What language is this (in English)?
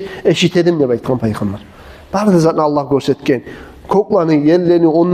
Kumyk